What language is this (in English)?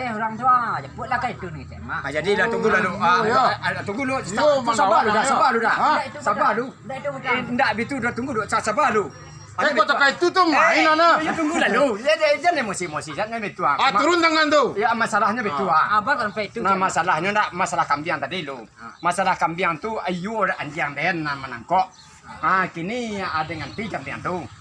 Minangkabau